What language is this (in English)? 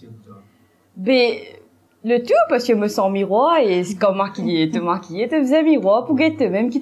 Morisyen